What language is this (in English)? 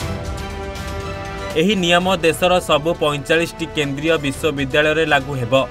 Odia